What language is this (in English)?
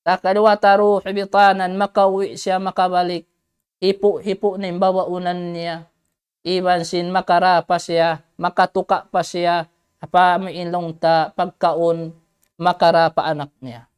Tausug